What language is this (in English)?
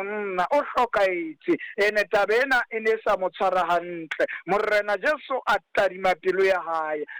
Southern Sotho